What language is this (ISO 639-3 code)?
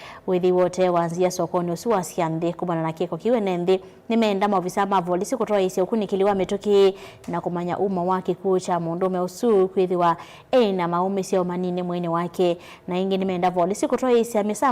kam